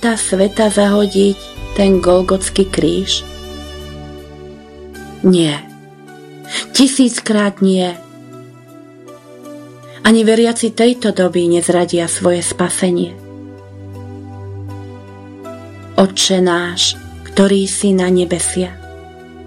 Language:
Slovak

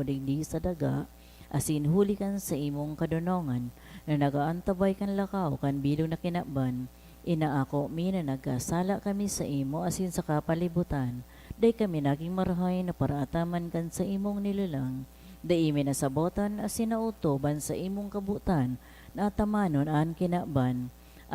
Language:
Bikol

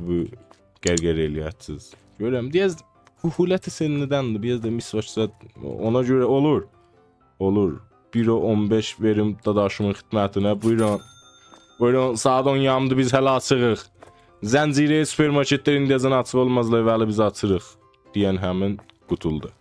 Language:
South Azerbaijani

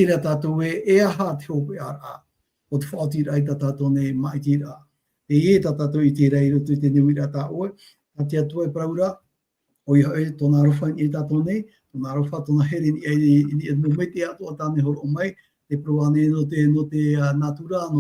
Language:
Tahitian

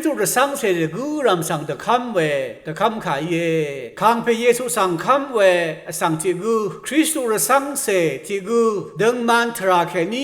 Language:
Rawang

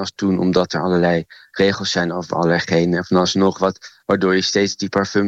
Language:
Dutch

